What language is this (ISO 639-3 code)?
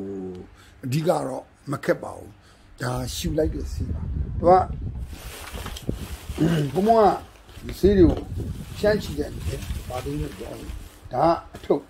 mya